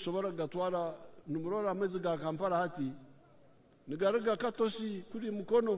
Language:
Nyankole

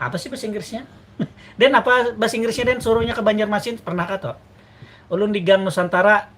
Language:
Banjar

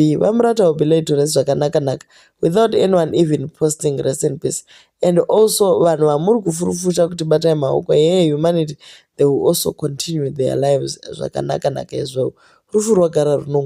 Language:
Shona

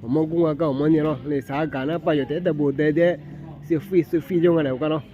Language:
Akha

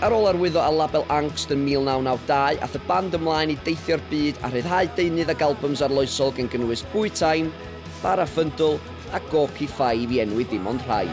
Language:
Welsh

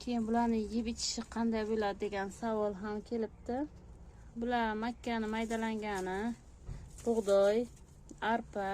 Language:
Uzbek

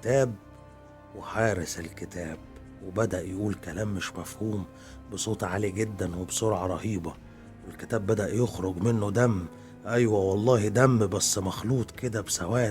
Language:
Egyptian Arabic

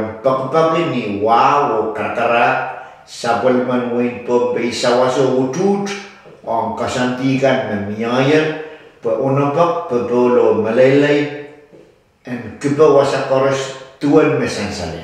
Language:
Pohnpeian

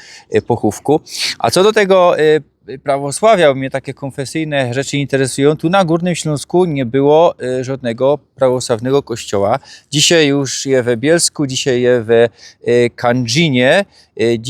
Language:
Silesian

